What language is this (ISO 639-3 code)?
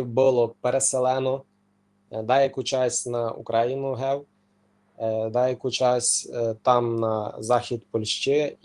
rue